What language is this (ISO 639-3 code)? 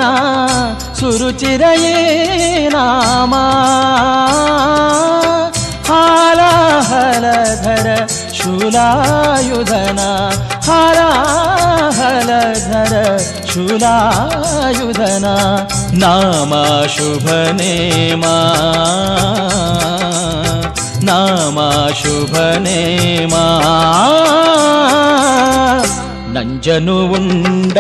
kan